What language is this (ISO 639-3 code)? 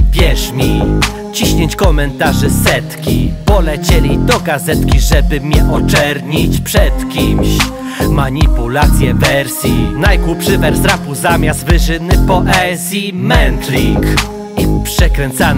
pol